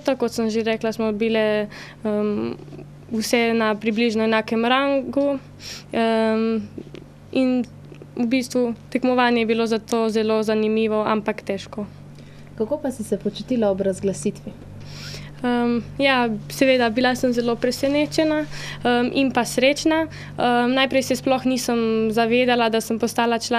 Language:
Slovenian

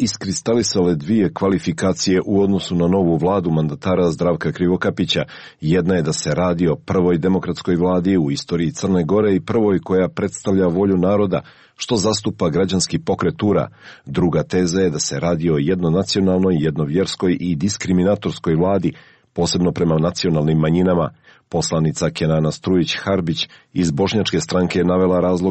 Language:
Serbian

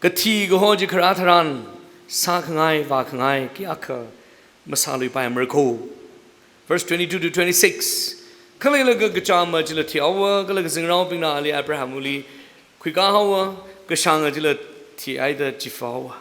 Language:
Tangkhul Naga (India)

